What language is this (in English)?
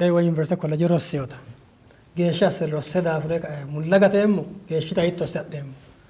Sidamo